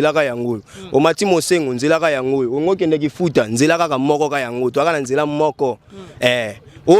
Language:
Lingala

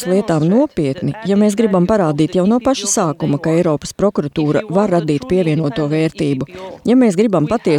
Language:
Latvian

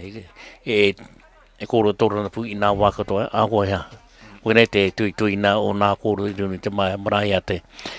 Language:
Māori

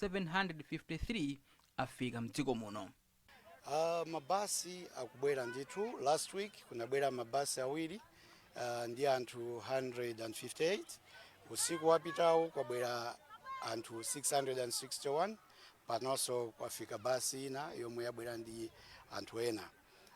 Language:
Nyanja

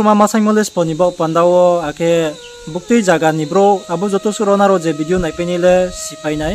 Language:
Riang (India)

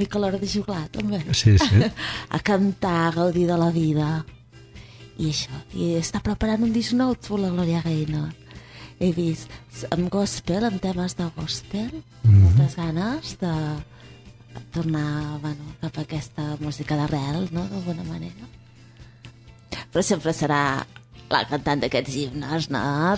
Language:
Catalan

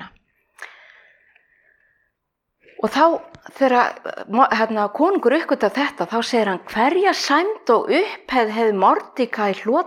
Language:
Icelandic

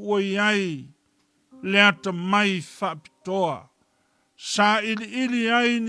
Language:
Samoan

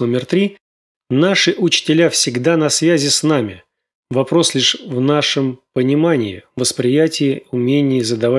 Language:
Russian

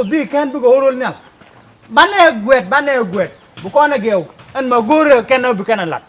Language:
Nuer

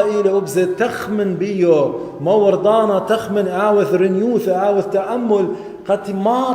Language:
Assyrian Neo-Aramaic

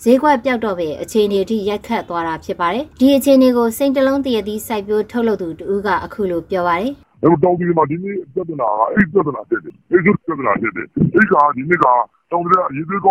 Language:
Burmese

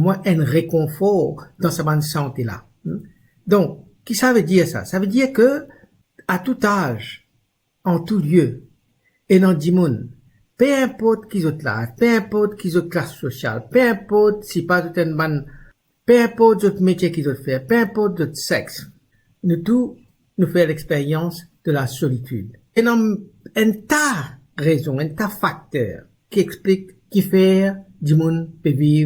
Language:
Morisyen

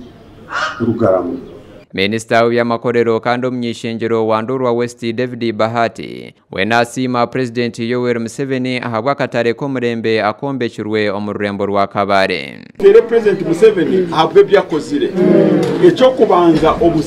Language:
Nyankole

